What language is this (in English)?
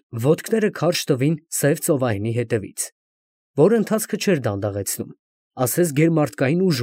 Armenian